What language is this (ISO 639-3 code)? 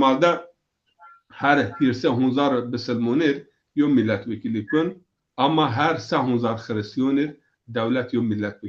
zza